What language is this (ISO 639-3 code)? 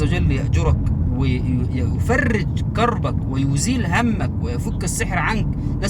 arz